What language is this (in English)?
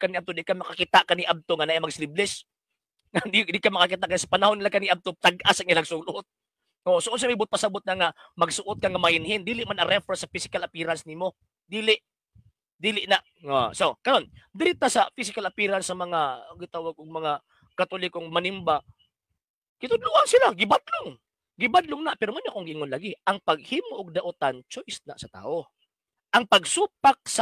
Cebuano